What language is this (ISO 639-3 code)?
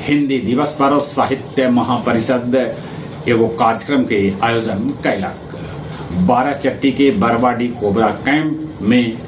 mag